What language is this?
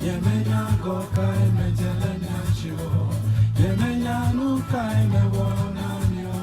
Ewe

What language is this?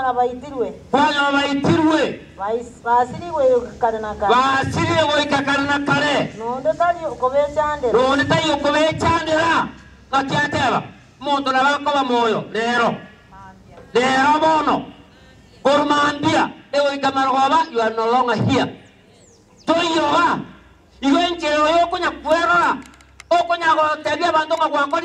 Gusii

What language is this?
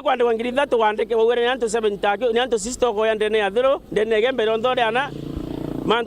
Meru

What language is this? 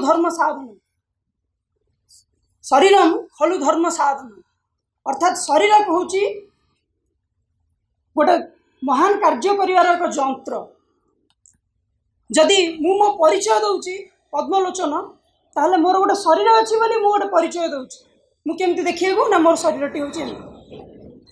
Odia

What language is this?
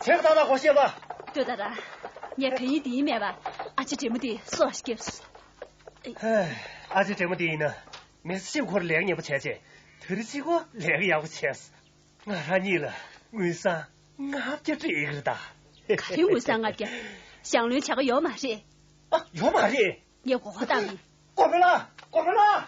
Tibetan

